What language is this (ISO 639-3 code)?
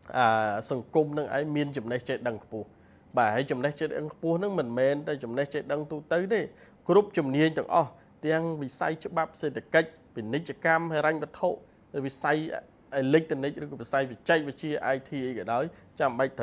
khm